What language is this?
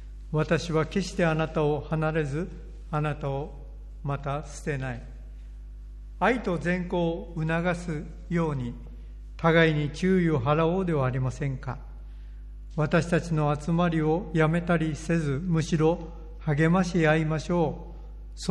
Japanese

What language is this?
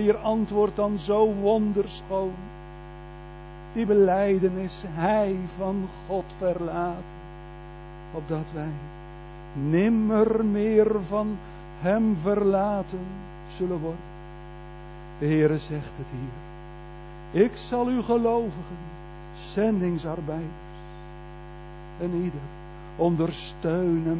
Dutch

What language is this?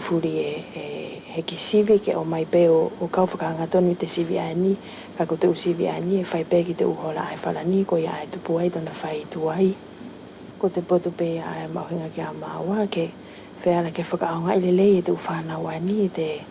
Wallisian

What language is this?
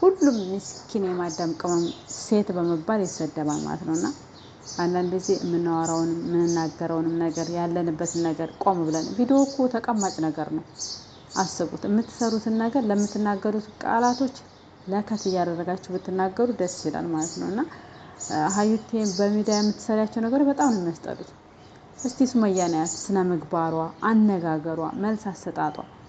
Amharic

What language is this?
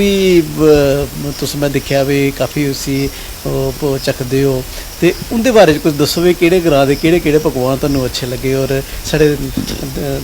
Dogri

